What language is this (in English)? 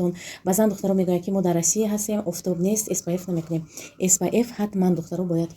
Tajik